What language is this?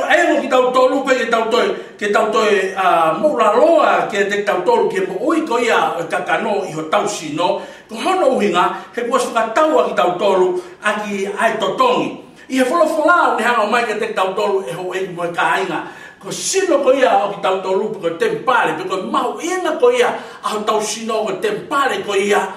Tongan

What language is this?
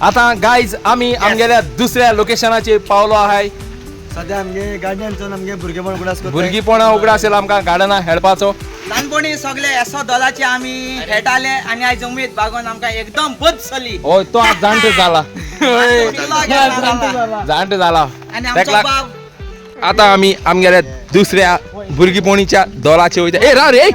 Konkani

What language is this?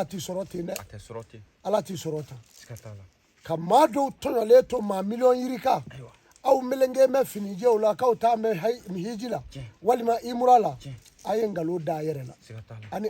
Bambara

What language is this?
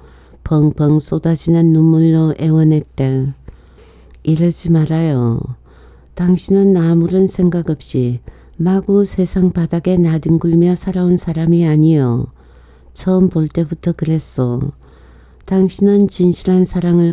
Korean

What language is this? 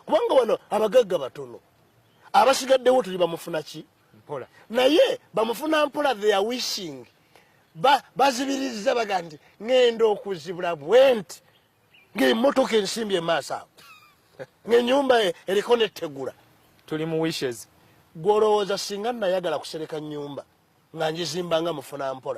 Ganda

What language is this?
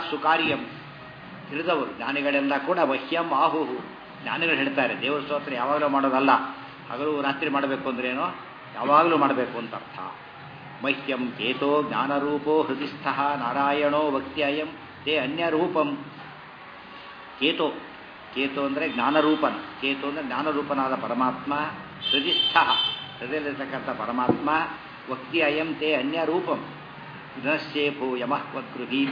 Kannada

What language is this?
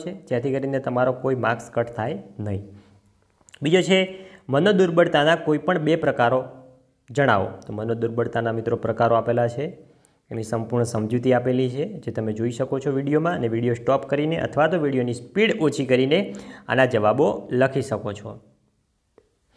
Gujarati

